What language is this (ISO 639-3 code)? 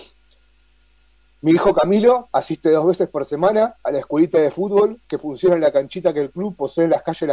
spa